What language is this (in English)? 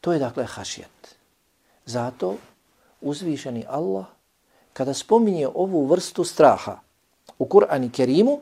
Bosnian